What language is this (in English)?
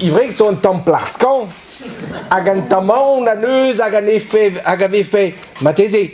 Breton